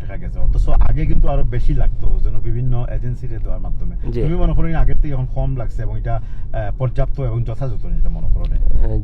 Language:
Sylheti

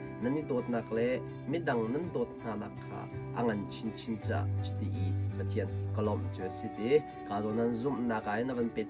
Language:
Hakha Chin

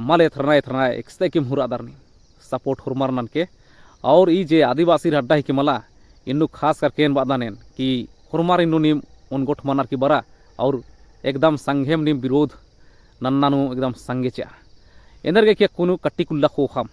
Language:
Kurukh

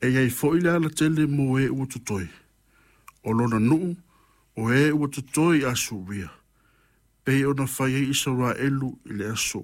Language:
Samoan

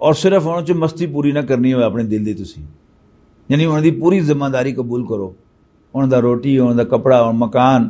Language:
Western Panjabi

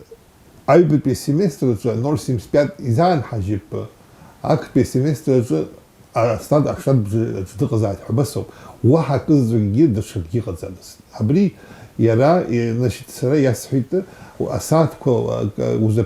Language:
Abkhazian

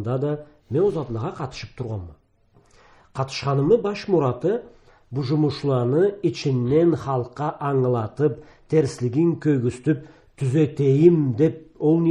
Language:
Karachay-Balkar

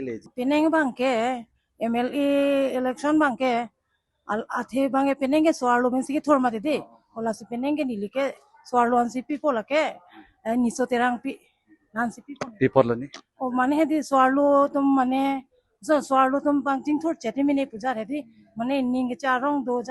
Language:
Karbi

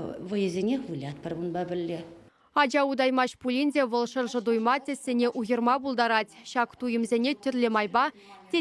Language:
Chuvash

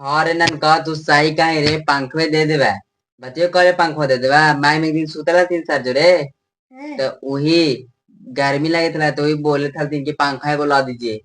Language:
Magahi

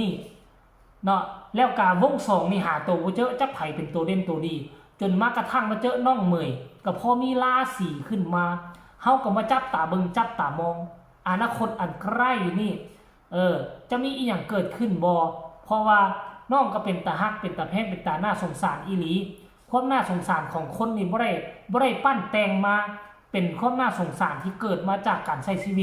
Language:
Northeastern Thai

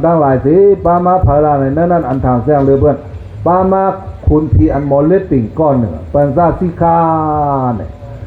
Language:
Shan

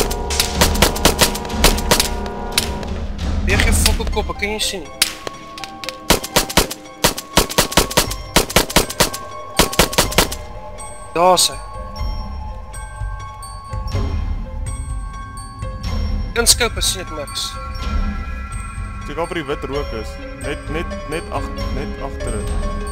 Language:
Afrikaans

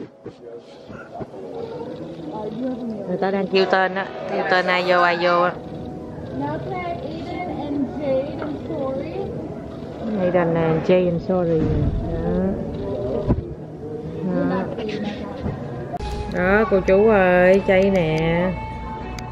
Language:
Vietnamese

